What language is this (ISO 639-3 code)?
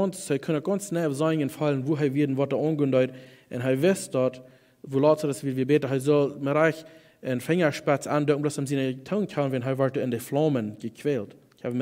pdt